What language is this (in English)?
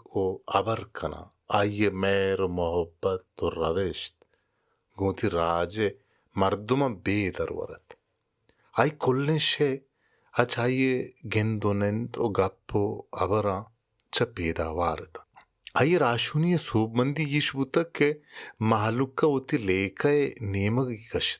Baluchi